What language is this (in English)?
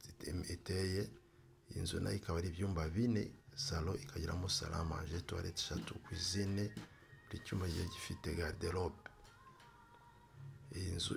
Kinyarwanda